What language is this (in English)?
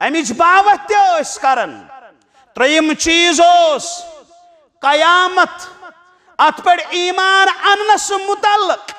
Kashmiri